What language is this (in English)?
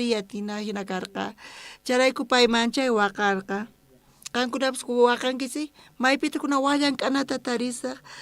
South Bolivian Quechua